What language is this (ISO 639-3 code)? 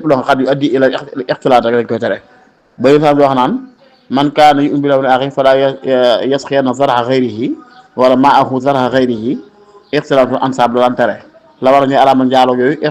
wol